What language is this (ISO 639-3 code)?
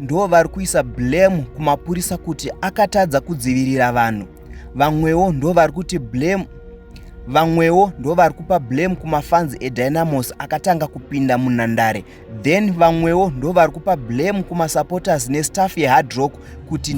sna